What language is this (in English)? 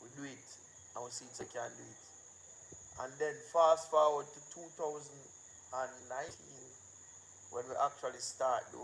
Jamaican Creole English